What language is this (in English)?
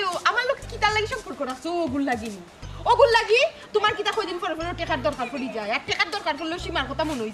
Sylheti